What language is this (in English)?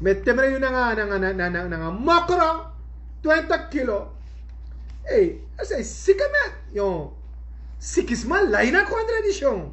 Sranan Tongo